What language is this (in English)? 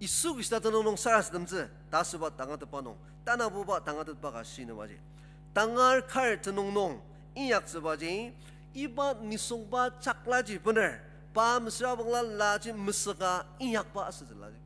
Ao Naga